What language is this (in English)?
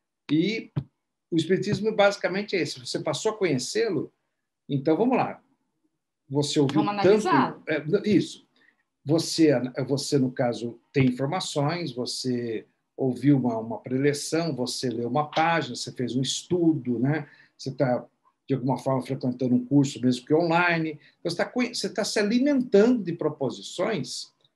Portuguese